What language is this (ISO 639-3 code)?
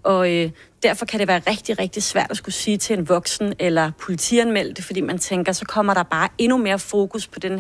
dan